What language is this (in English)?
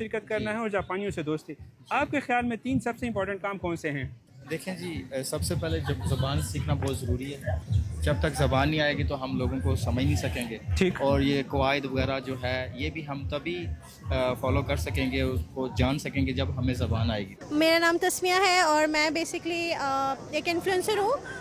Urdu